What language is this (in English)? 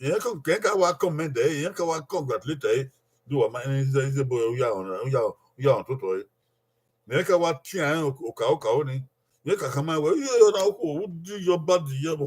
Bini